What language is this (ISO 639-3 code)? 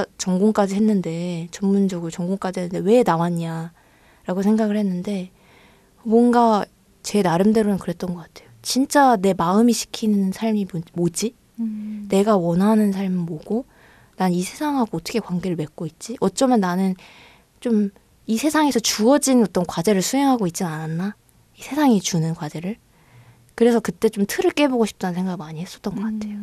kor